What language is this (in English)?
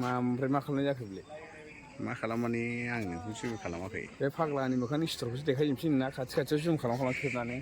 Bodo